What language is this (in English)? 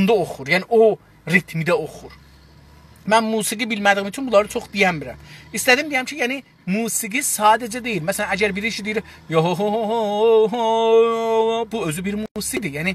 South Azerbaijani